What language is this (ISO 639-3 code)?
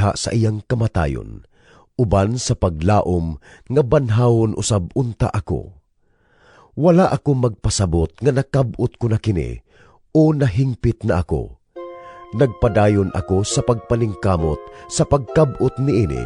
ceb